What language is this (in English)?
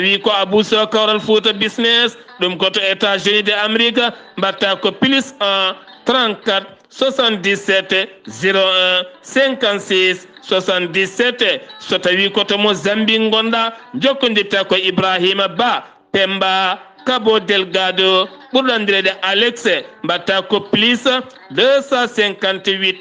Fula